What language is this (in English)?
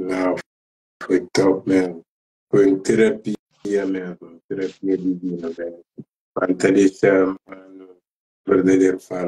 Kabuverdianu